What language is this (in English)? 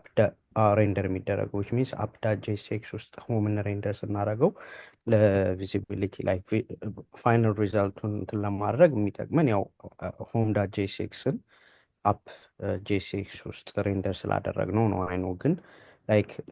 Amharic